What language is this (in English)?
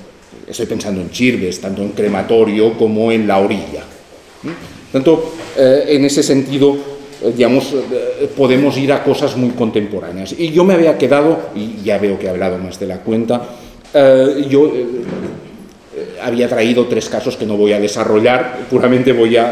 Spanish